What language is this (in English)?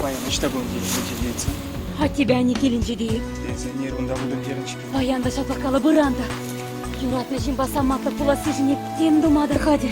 Chuvash